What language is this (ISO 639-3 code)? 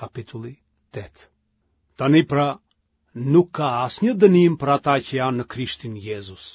sqi